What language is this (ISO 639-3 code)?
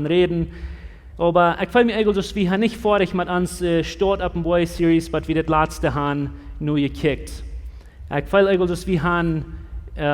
pdt